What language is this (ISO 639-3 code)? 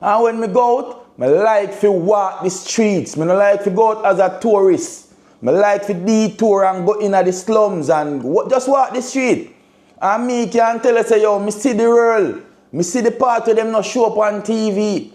jam